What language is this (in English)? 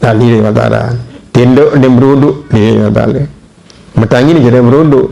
Sasak